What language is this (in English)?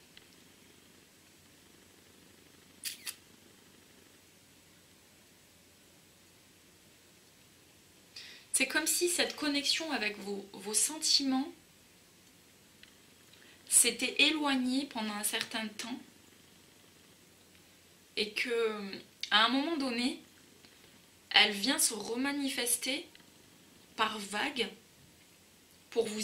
French